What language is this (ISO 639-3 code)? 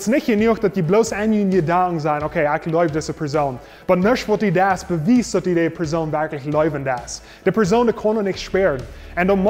pdt